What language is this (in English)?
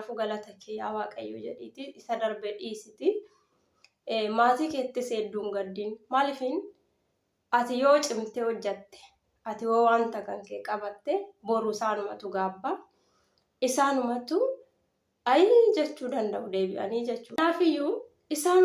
Oromo